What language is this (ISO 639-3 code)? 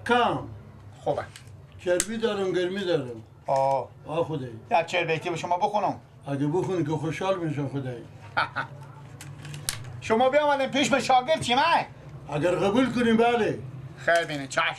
fas